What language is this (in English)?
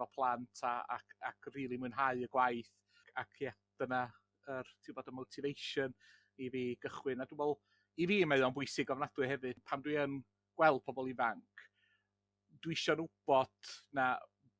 Welsh